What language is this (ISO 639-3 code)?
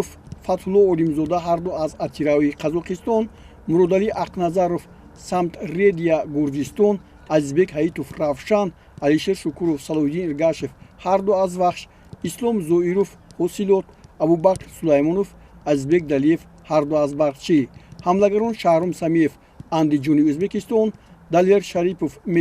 tgk